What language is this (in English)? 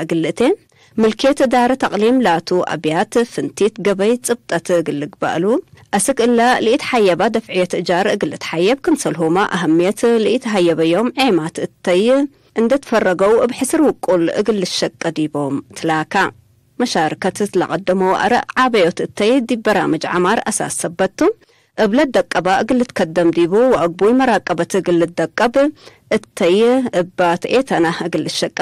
Tigre